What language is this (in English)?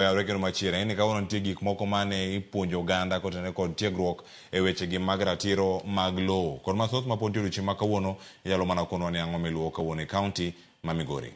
Luo (Kenya and Tanzania)